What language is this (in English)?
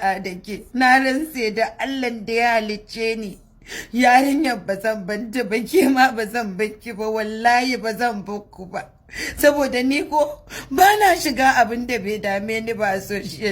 Hausa